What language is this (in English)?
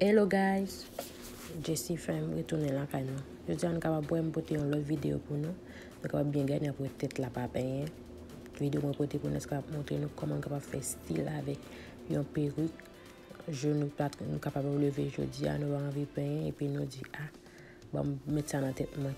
Haitian Creole